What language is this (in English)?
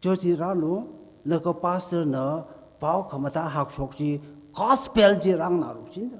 Tangkhul Naga (India)